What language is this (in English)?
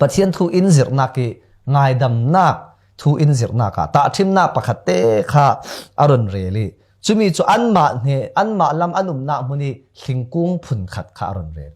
Falam Chin